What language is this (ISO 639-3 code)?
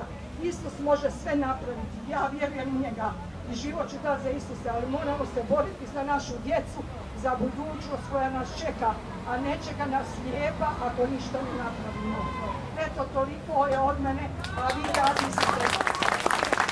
hrv